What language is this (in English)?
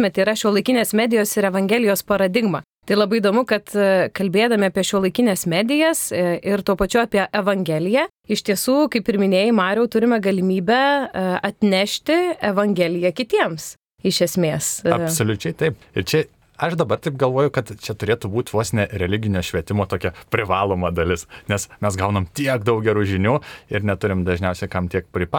Lithuanian